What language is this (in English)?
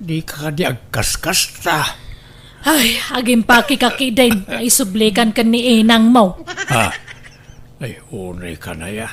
Iloko